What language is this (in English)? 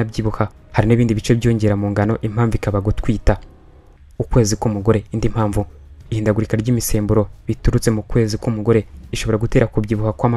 Kinyarwanda